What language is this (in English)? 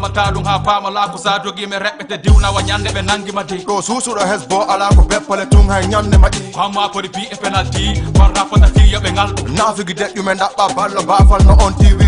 Fula